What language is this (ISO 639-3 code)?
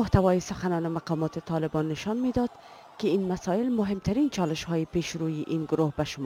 fas